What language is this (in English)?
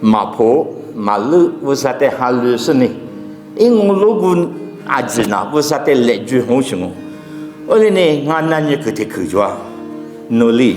Lisu